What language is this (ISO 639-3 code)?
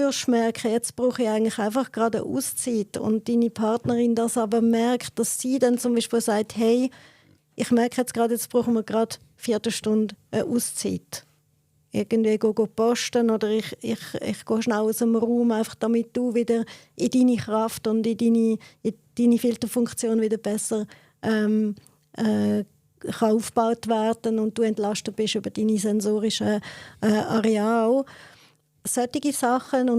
gsw